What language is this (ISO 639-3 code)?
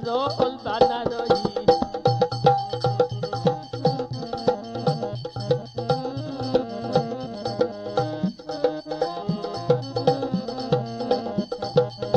bho